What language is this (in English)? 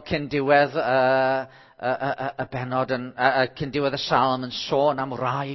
Welsh